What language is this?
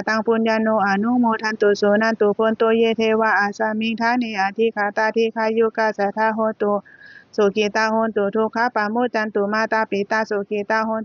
Pali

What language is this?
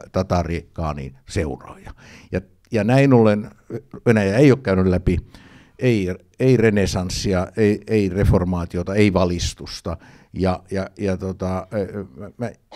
Finnish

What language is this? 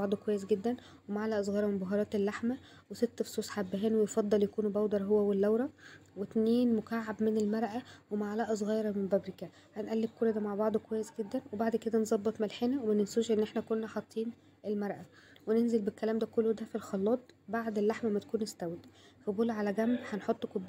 Egyptian Arabic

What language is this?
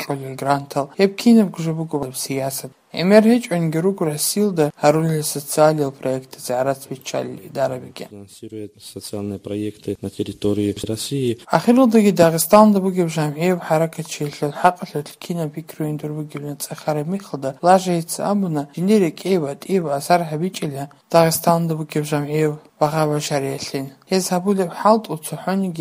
Avaric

